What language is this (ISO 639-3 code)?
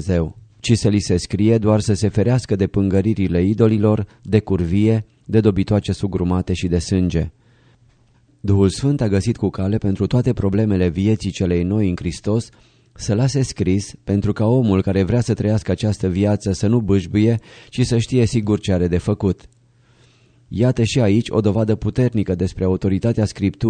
ron